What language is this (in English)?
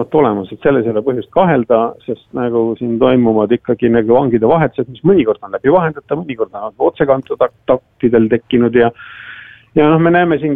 Estonian